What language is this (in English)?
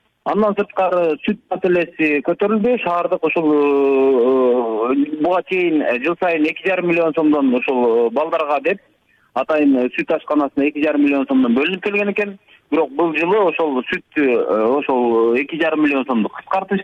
Kyrgyz